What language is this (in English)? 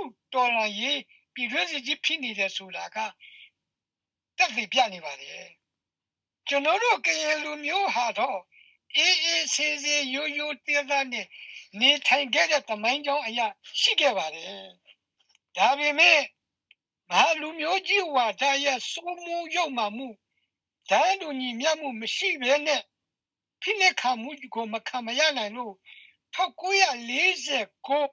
Burmese